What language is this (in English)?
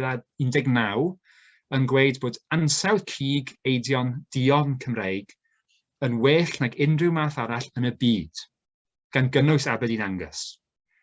Welsh